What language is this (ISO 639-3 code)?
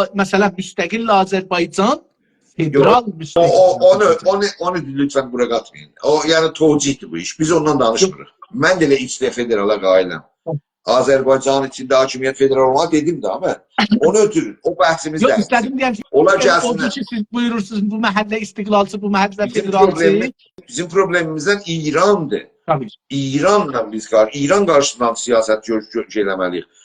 azb